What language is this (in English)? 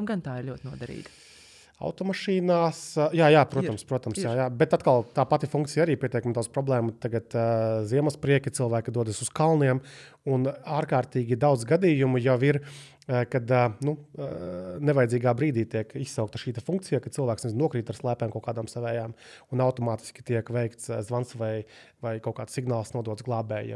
Latvian